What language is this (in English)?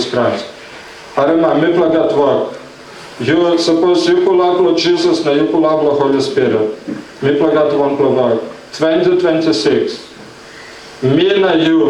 Tok Pisin